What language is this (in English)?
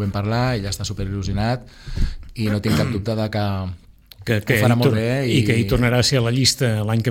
Catalan